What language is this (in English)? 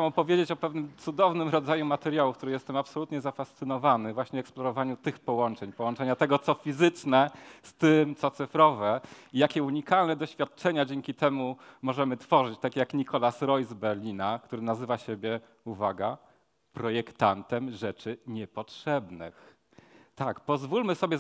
Polish